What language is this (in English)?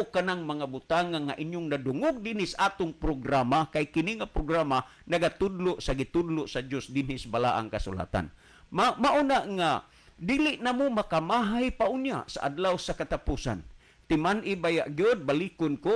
Cebuano